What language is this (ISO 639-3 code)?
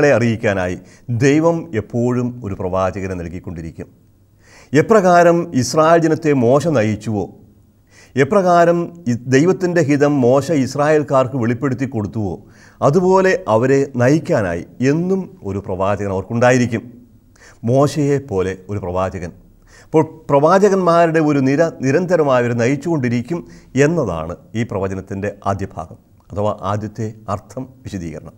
mal